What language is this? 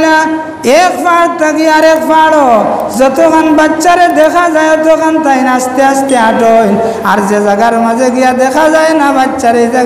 Sylheti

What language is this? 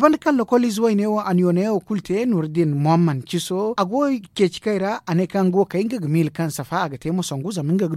Zarma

